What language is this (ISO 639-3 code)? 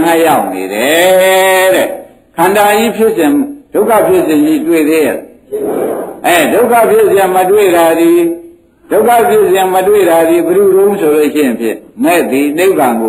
mya